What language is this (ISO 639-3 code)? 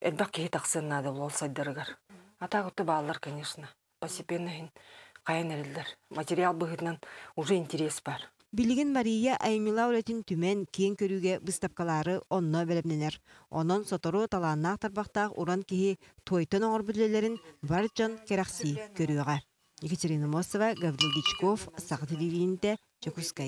sah